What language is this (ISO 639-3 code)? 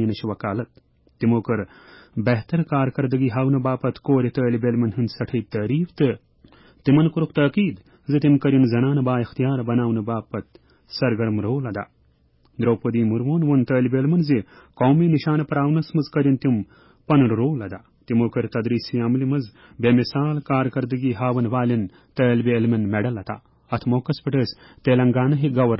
kas